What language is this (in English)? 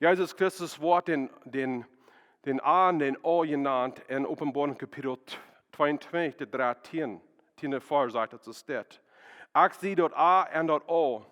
Plautdietsch